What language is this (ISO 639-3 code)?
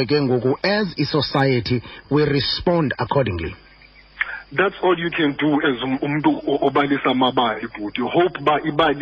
xho